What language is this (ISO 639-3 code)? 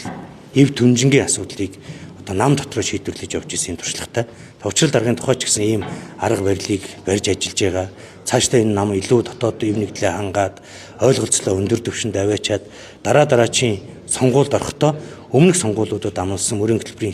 mon